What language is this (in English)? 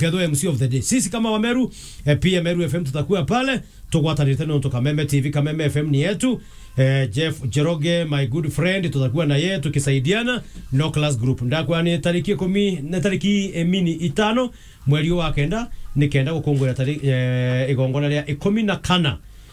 Meru